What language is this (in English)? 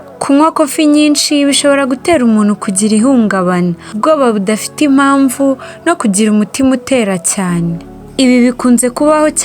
Kinyarwanda